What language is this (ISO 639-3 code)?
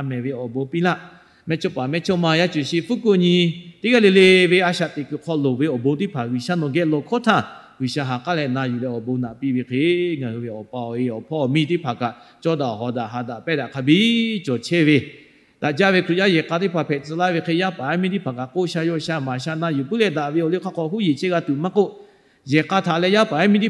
lhu